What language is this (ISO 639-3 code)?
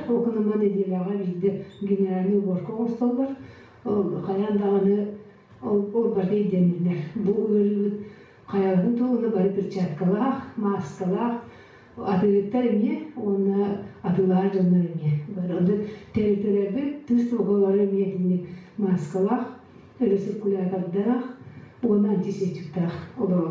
sah